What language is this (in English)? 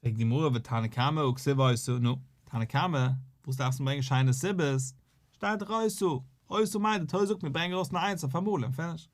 Yiddish